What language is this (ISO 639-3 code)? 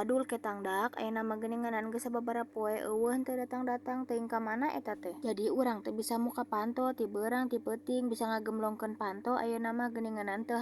sun